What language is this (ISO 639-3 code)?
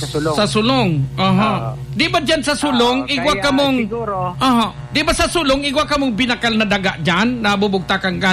bik